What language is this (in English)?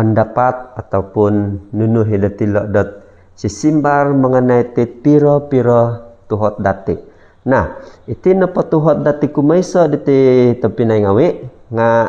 Central Dusun